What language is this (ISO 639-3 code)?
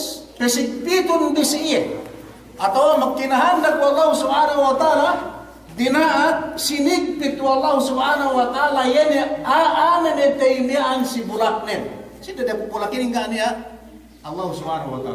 yka